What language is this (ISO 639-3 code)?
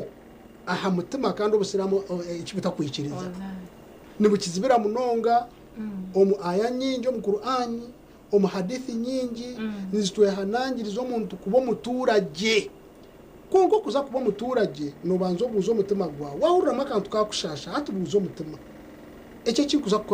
nyn